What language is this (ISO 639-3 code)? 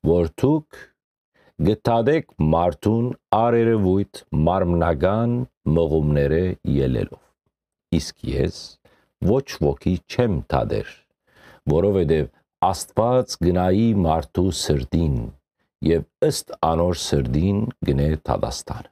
hyw